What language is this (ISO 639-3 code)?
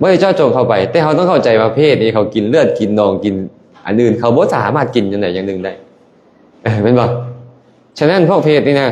lao